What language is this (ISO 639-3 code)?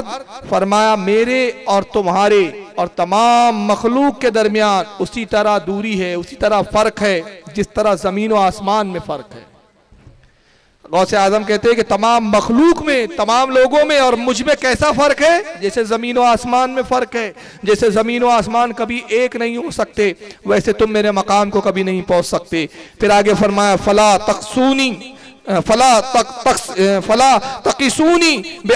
urd